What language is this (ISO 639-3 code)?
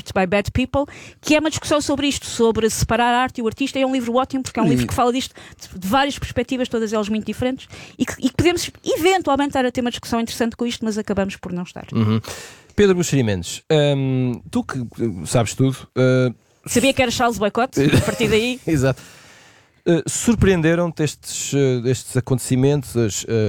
por